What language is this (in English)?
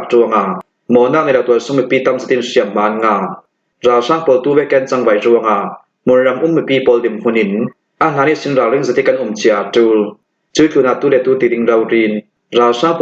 Falam Chin